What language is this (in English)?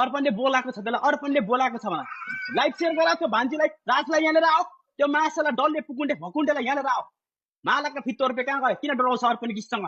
Nepali